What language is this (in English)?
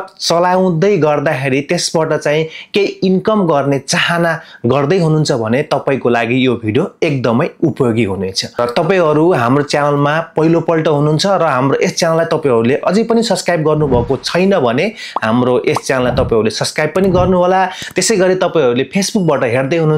Nepali